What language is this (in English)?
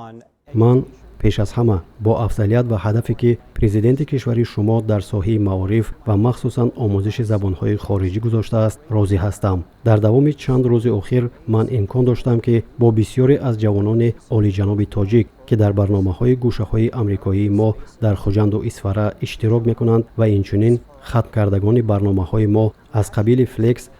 Tajik